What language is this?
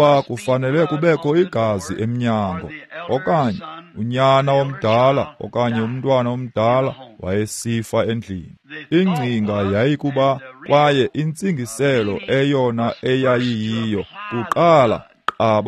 Xhosa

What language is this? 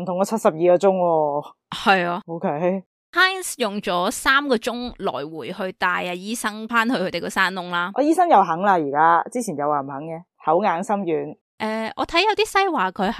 Cantonese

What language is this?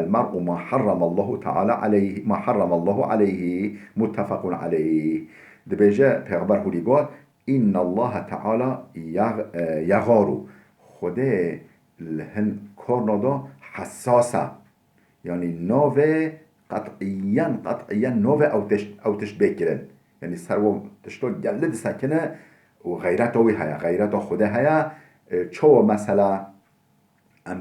Kurdish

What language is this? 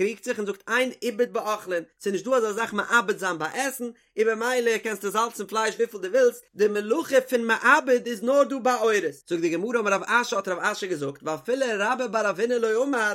Yiddish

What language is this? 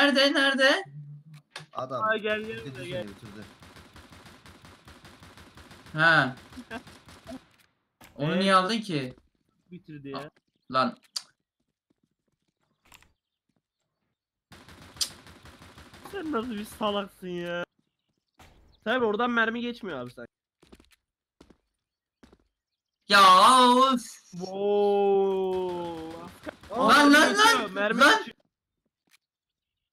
Turkish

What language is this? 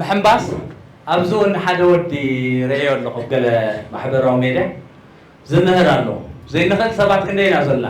Tigrinya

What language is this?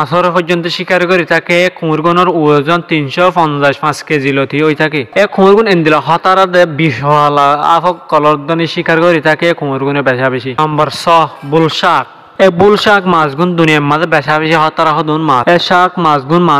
Rohingya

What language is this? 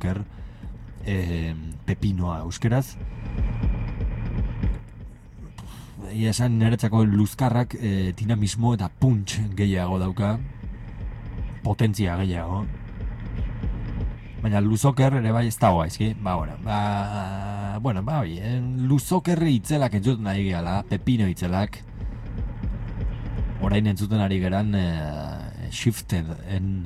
Basque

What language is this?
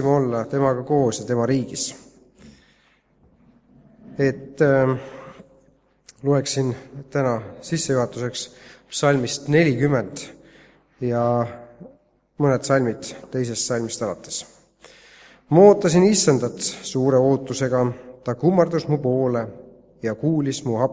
Estonian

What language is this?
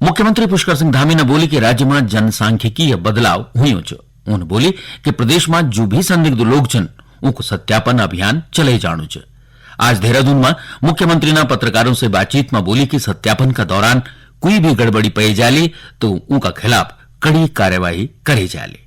Garhwali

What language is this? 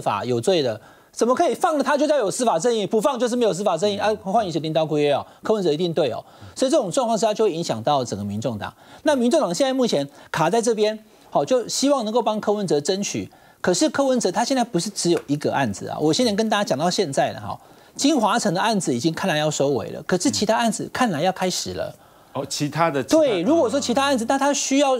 Chinese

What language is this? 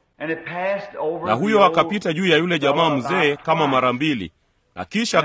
Swahili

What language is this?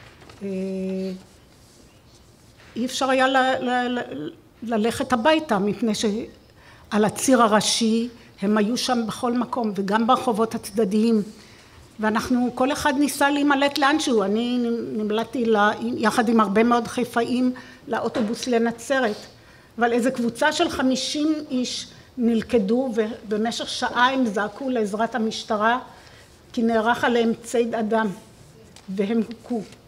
Hebrew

